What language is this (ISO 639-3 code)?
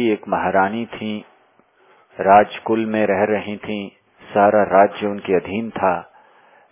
hin